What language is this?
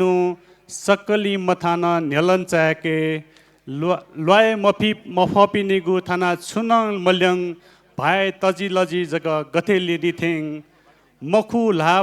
Newari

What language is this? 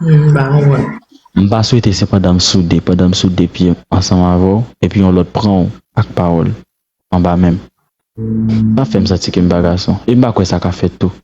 Haitian Creole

